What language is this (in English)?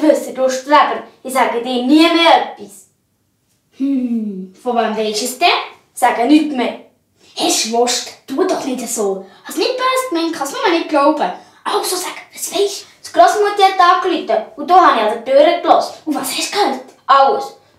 Swiss German